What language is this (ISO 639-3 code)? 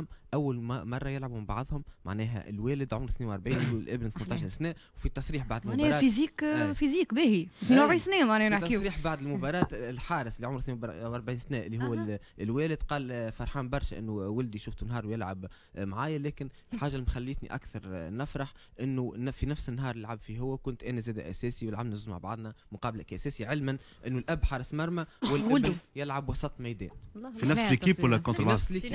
aeb